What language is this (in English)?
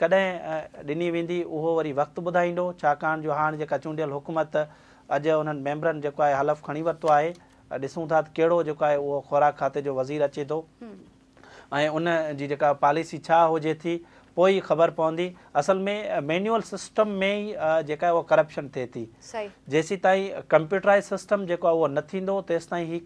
Sindhi